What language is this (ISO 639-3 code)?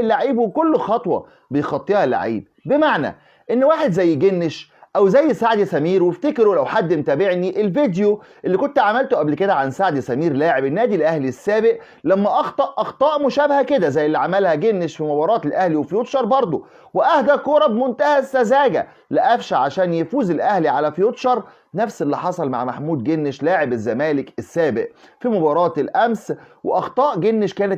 arz